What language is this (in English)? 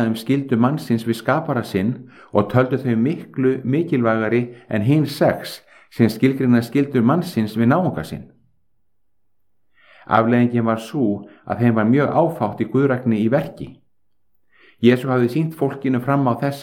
Icelandic